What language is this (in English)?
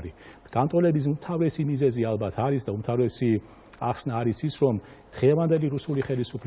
Georgian